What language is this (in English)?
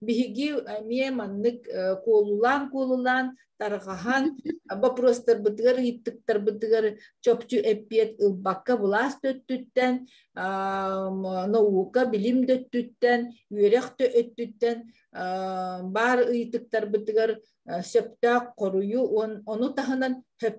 Yakut